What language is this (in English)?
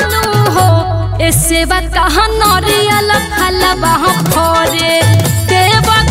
Bhojpuri